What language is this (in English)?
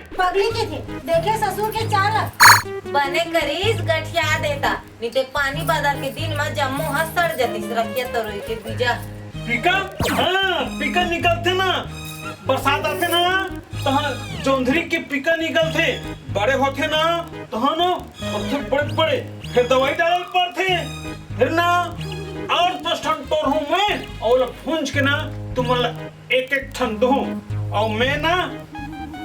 Chhattisgarhi